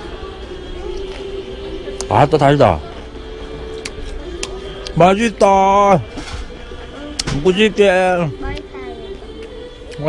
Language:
Korean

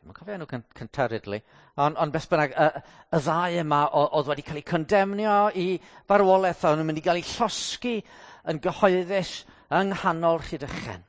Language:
Welsh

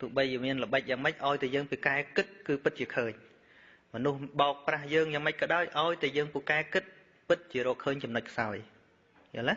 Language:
Khmer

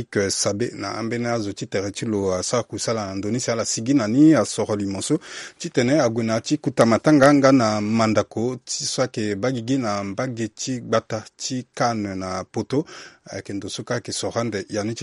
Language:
Sango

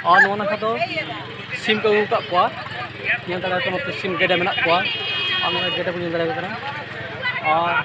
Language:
Santali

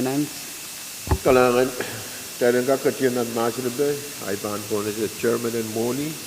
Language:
Pohnpeian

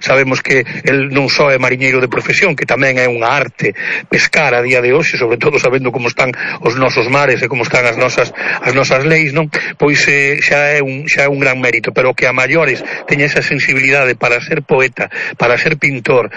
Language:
Galician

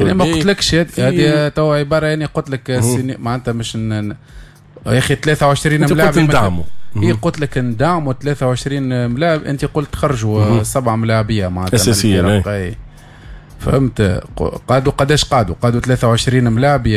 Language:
Tunisian Arabic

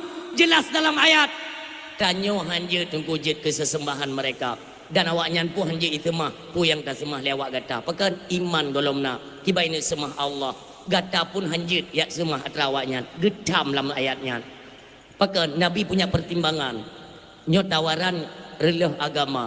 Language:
Achinese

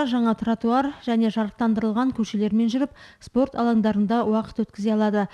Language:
Kazakh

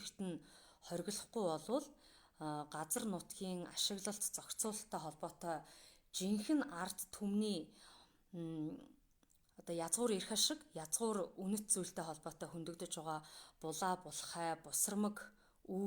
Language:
Mongolian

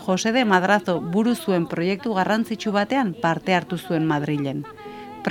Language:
Basque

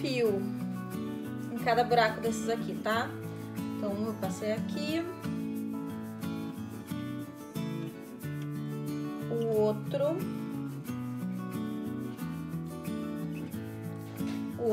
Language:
Portuguese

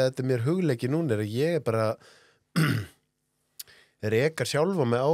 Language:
Icelandic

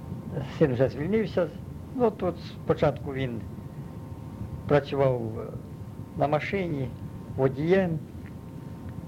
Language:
Ukrainian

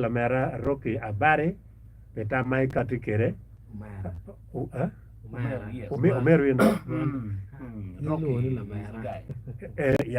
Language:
Acoli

